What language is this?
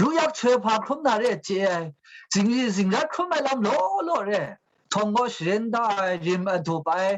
Kachin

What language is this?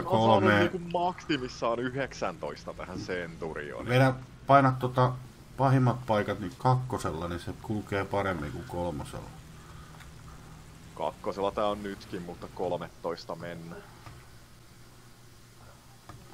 Finnish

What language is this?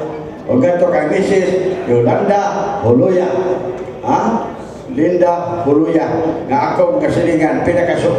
Cebuano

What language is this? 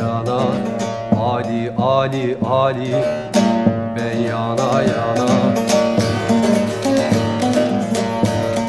Turkish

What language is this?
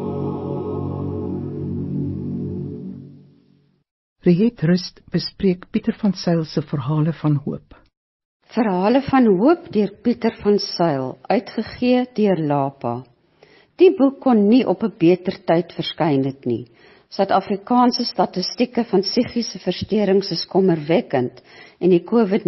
Afrikaans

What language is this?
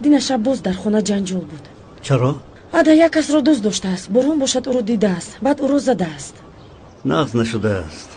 Tajik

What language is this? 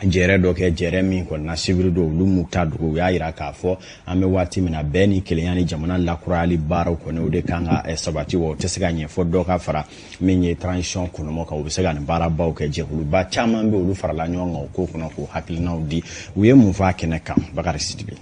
Bambara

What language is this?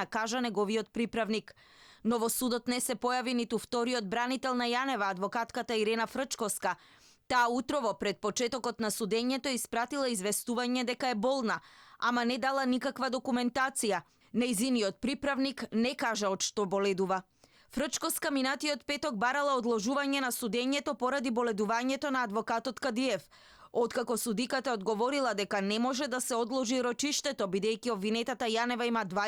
Macedonian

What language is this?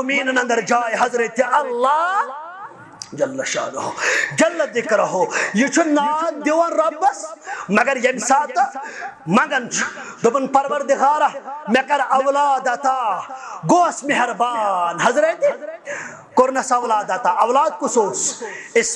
Kashmiri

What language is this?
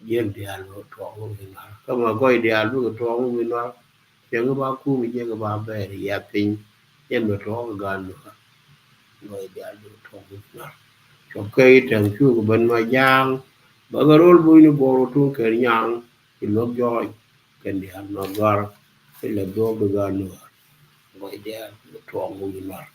Nuer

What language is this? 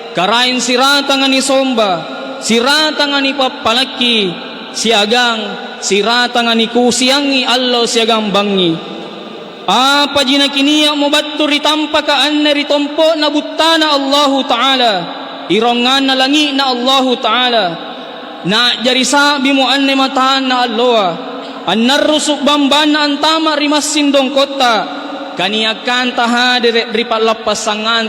Makasar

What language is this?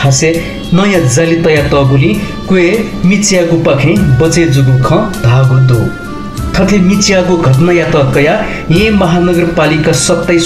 Newari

